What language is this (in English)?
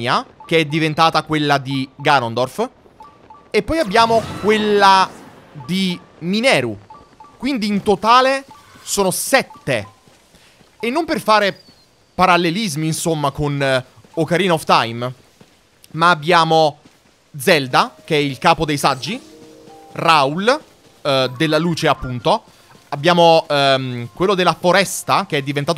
Italian